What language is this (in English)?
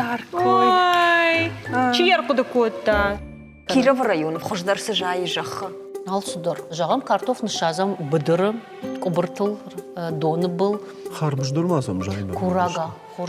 Ossetic